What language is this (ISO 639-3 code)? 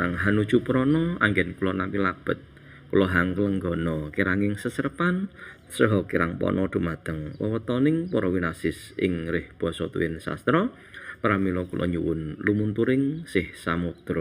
jav